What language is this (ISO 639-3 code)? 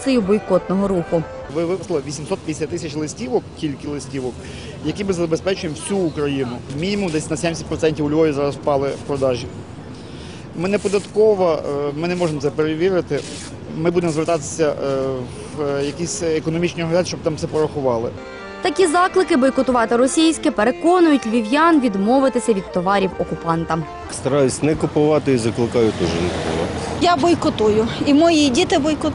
ukr